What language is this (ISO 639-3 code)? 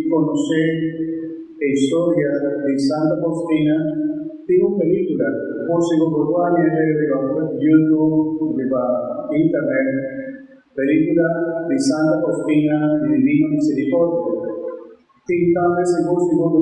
pap